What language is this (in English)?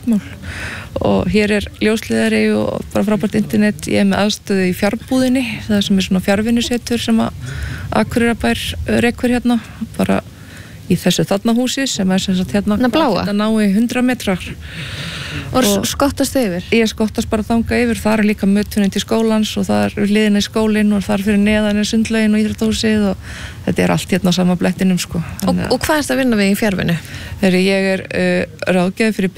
Icelandic